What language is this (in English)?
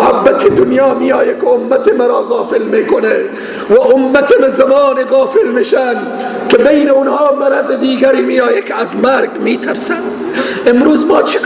Persian